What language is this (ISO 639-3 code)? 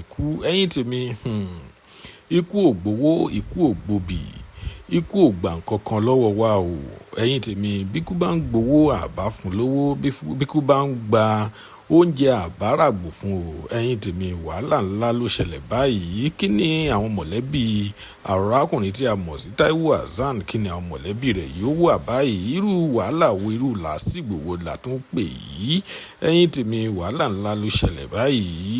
yor